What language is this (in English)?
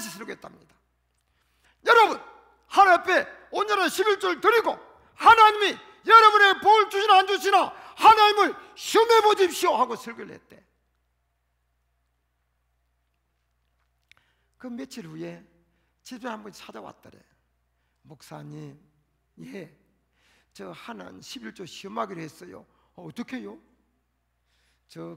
Korean